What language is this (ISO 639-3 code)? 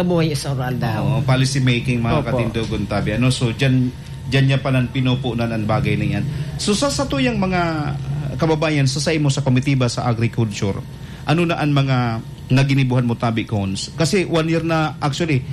bik